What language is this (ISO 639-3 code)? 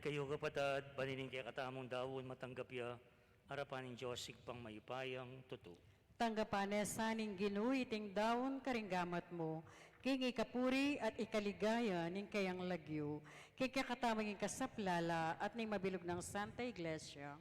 pam